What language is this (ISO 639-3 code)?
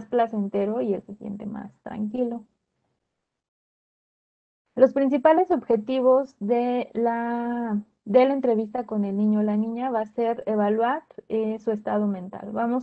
spa